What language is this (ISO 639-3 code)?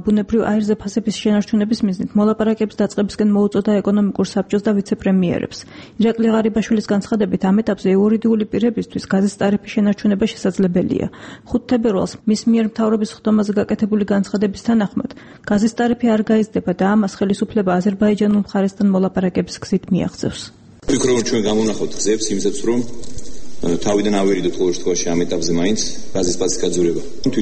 kat